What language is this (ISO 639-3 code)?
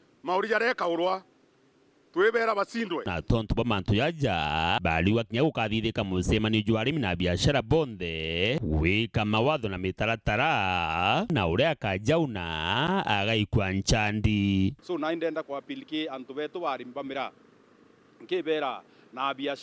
mer